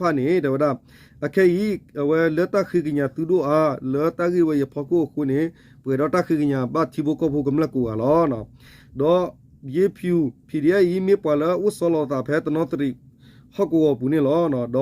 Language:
S'gaw Karen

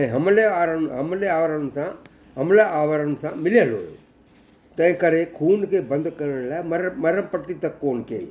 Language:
Sindhi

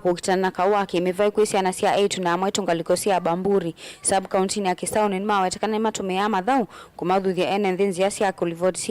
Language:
Kamba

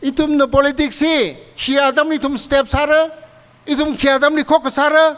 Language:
Tangkhul Naga (India)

